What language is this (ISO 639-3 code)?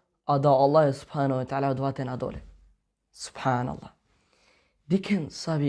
mkd